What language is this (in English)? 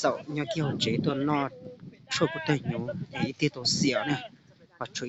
Hmong